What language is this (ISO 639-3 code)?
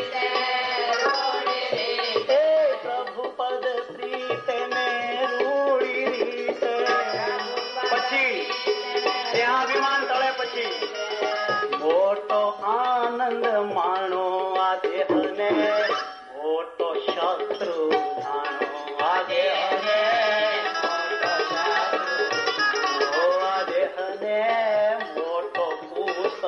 guj